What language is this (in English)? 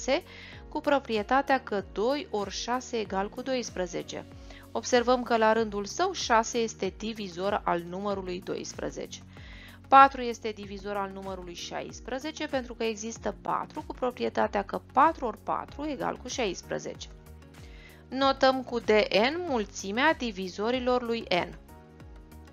Romanian